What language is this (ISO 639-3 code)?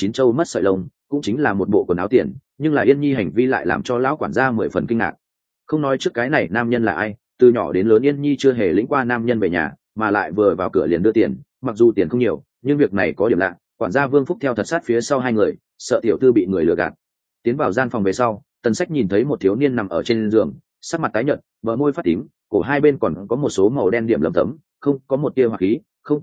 vie